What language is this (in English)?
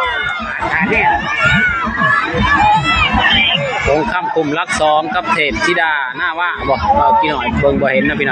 Lao